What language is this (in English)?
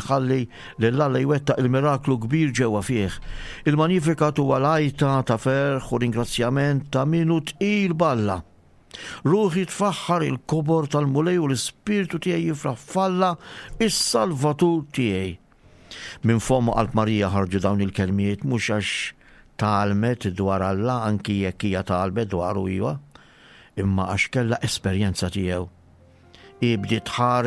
Maltese